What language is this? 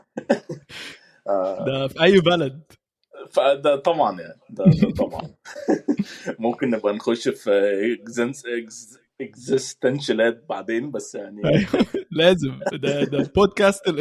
Egyptian Arabic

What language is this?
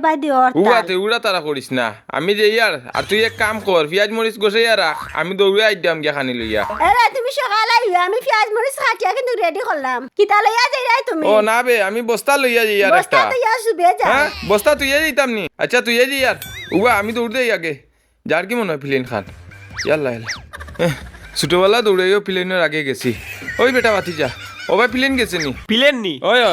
Sylheti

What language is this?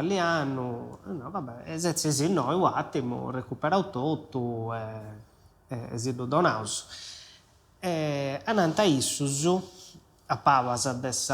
Sardinian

